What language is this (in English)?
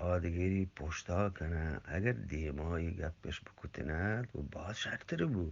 Eastern Balochi